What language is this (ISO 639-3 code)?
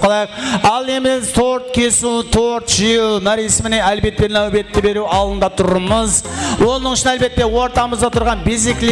kaa